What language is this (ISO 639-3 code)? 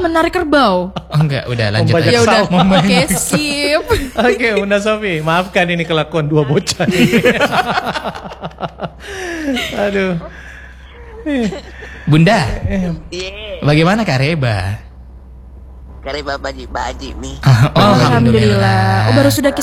ind